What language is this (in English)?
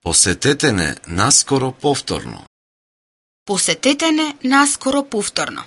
Macedonian